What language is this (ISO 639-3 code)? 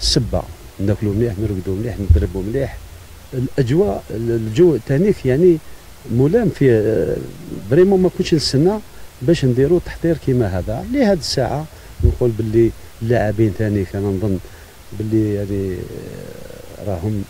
arq